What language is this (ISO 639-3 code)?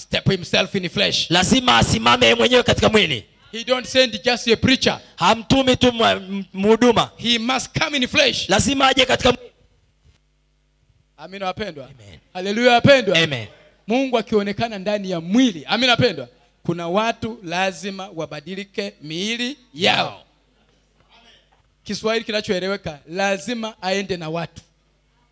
swa